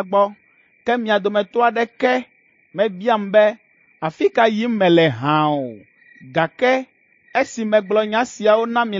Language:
Ewe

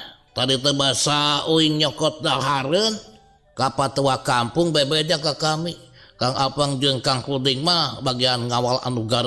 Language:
Sundanese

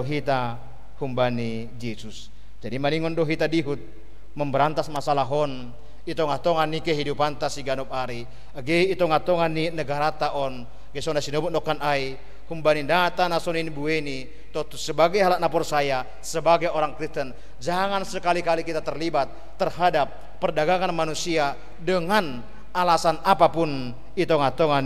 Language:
Batak Simalungun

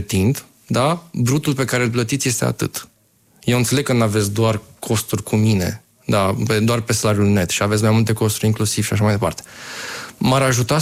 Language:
Romanian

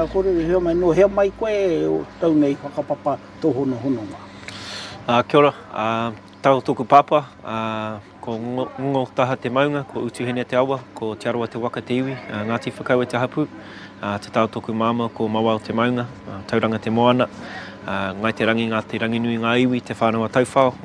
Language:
Māori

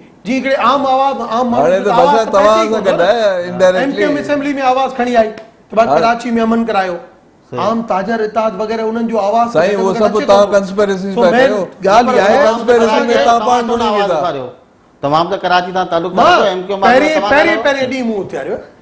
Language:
Sindhi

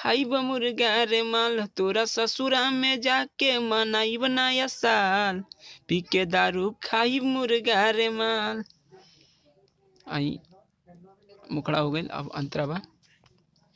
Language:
Bhojpuri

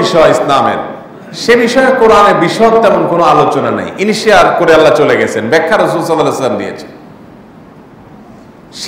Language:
Bangla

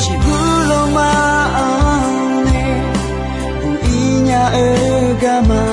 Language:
Akha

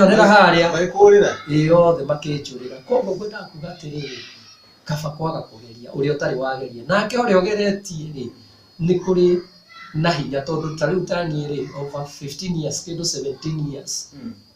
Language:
Kikuyu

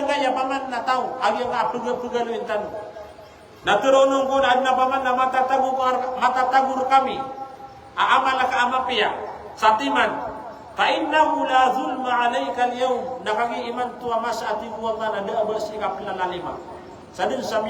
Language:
Maranao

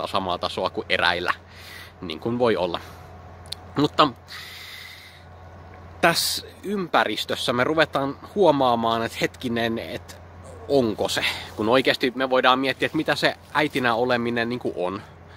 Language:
Finnish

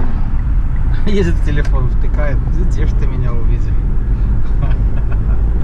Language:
Russian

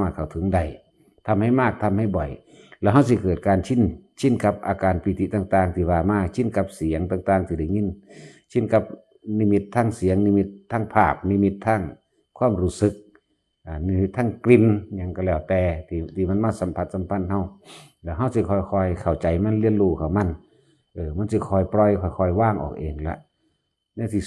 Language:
Northeastern Thai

